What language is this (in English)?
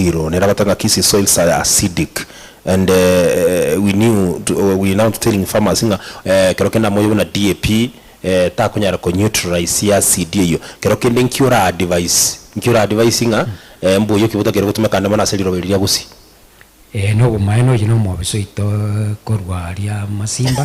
Gusii